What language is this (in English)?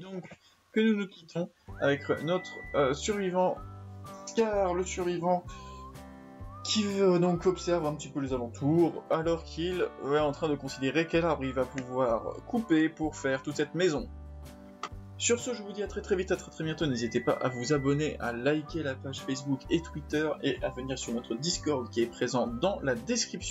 French